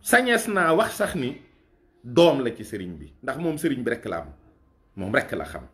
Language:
Wolof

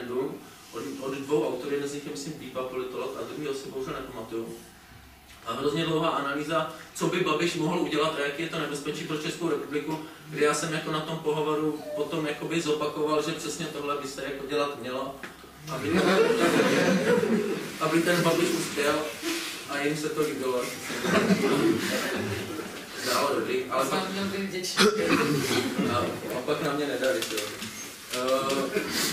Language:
Czech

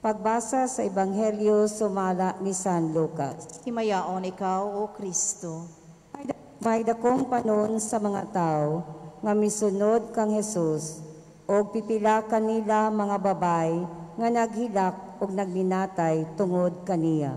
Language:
Cebuano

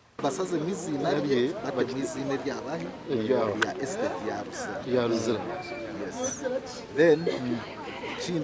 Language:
Nyankole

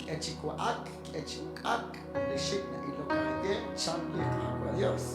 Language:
Kekchí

